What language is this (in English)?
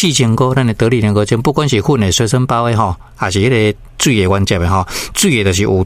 Min Nan Chinese